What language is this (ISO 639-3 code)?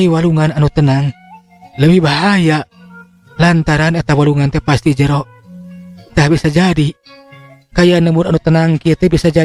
sun